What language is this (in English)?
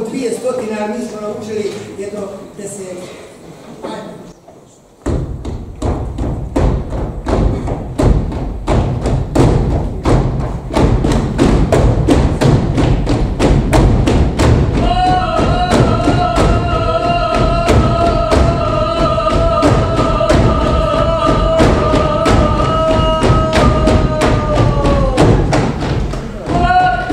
Croatian